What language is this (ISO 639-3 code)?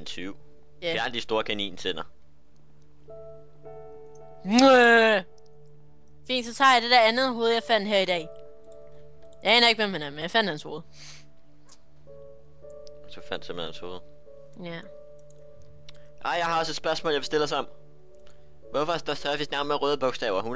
dan